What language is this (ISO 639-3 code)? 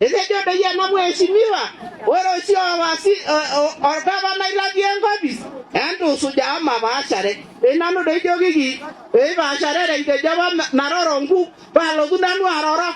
mas